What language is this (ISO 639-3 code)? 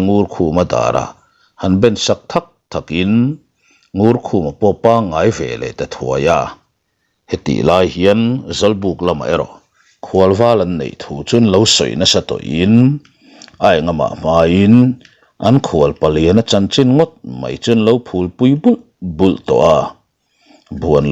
lus